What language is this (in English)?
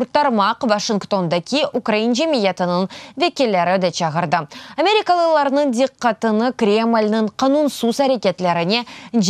Crimean Tatar